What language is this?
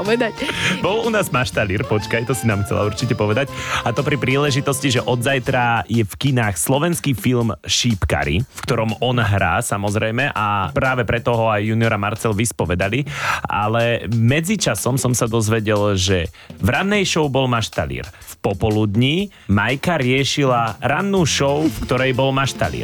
Slovak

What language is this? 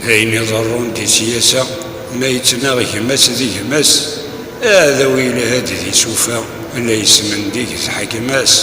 Kabyle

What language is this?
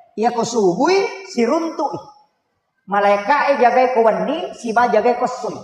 Buginese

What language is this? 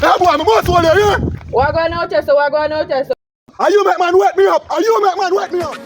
Jamaican Creole English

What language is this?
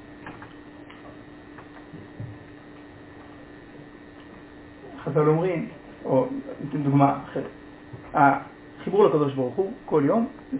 Hebrew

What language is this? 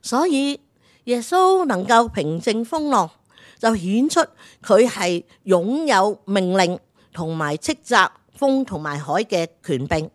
Cantonese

